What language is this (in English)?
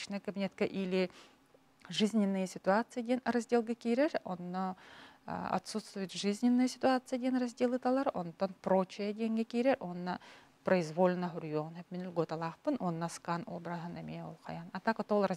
Yakut